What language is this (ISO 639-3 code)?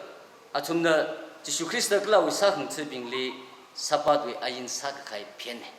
nmf